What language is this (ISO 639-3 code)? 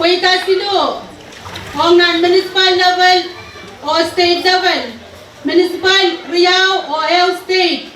pon